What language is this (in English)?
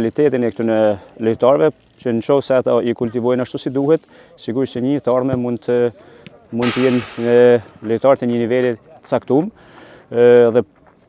Albanian